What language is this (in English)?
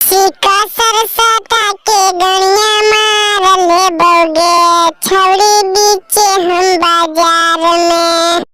Magahi